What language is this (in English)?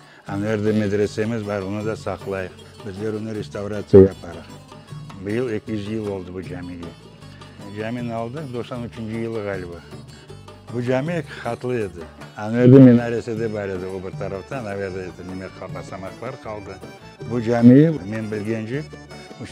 Crimean Tatar